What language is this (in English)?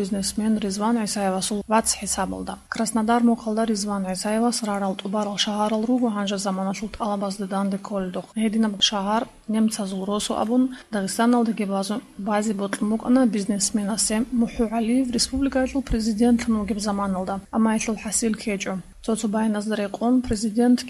Avaric